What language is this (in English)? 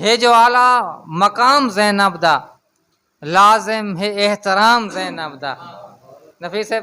Saraiki